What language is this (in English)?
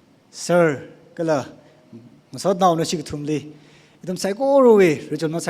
Tangkhul Naga (India)